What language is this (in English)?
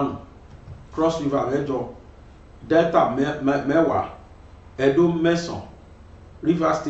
Yoruba